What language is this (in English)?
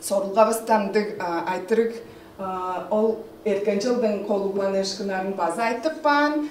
Tuvinian